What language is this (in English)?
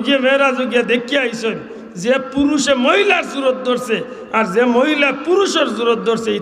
Sylheti